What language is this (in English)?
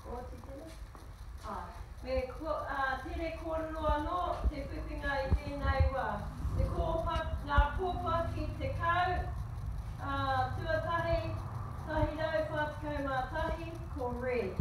Māori